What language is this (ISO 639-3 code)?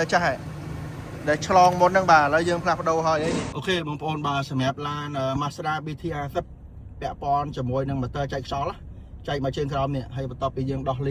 khm